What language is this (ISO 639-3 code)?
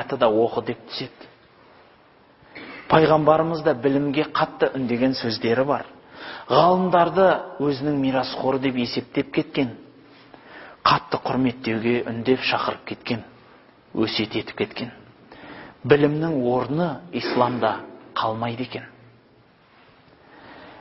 kaz